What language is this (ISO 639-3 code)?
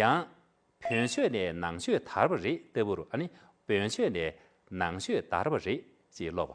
bod